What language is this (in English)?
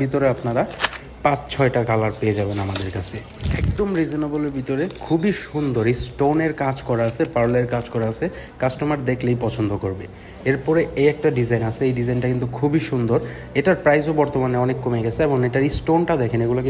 Bangla